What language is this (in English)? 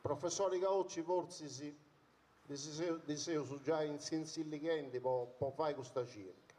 Sardinian